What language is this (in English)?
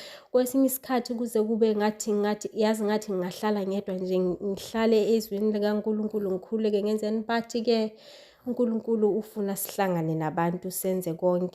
Zulu